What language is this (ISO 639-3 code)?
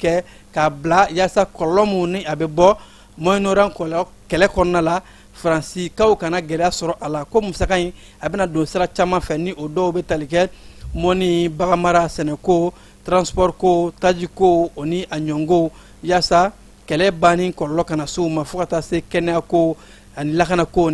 bam